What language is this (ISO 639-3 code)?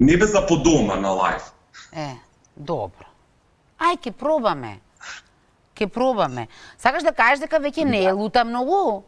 mkd